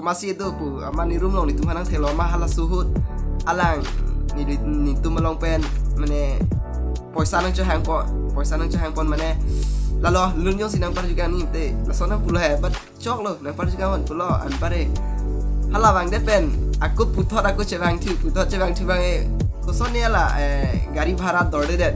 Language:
Karbi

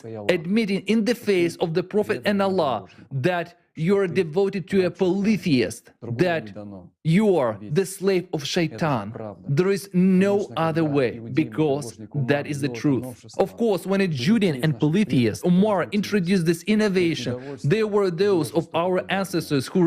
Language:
Nyanja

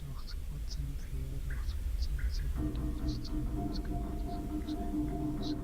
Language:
Swiss German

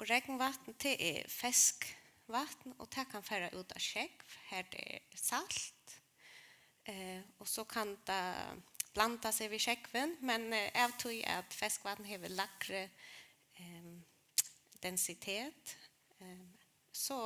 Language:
Faroese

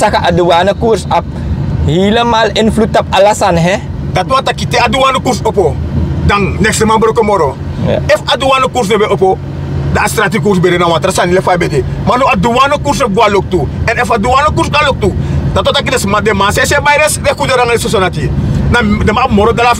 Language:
Sranan Tongo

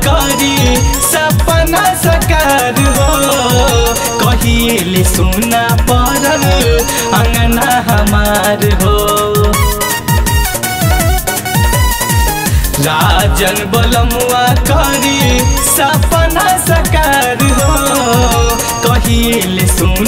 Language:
Bhojpuri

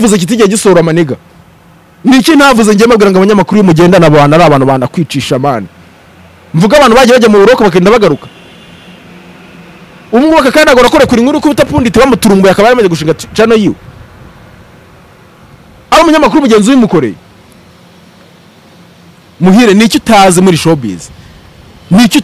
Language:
Kinyarwanda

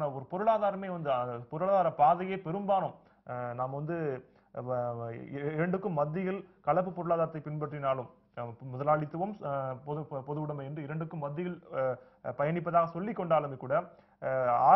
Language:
Tamil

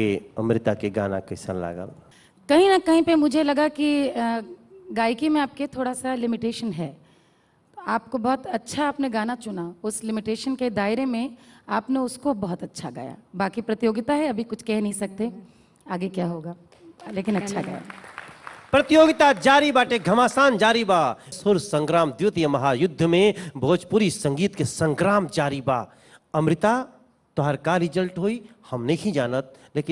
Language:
Bhojpuri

